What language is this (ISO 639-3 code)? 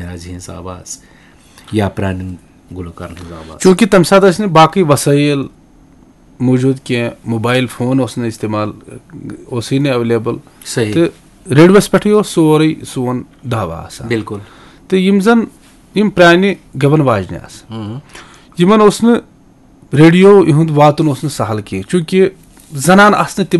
kas